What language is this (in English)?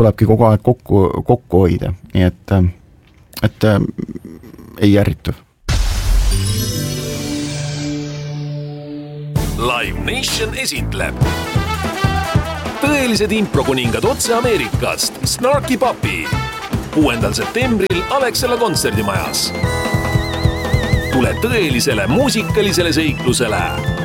Estonian